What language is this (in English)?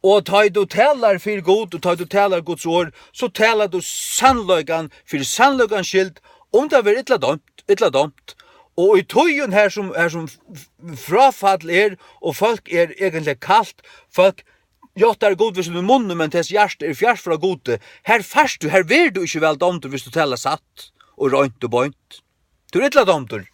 Faroese